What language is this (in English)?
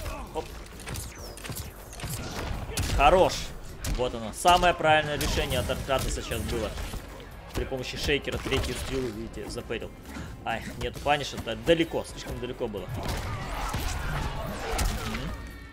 Russian